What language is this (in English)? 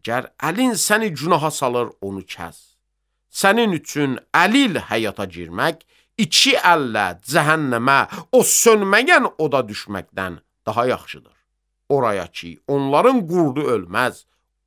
Azerbaijani